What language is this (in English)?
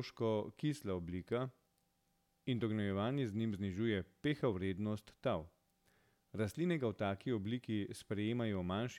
Slovenian